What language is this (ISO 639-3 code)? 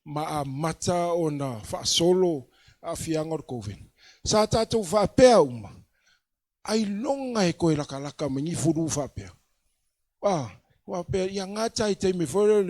smo